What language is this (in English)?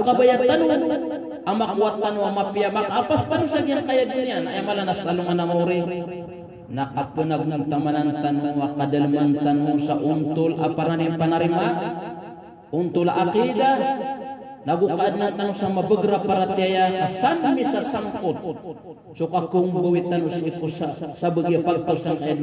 Maranao